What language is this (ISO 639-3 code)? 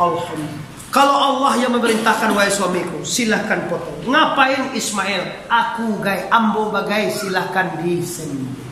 min